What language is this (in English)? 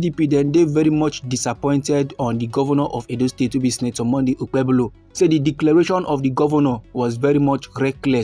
Nigerian Pidgin